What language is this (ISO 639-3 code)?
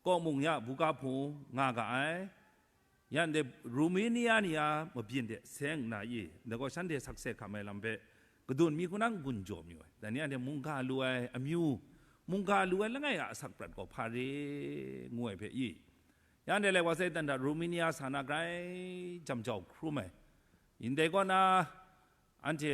kac